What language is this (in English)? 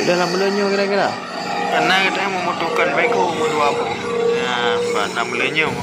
Achinese